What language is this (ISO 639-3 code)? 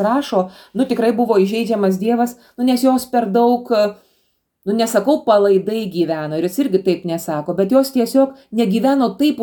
lit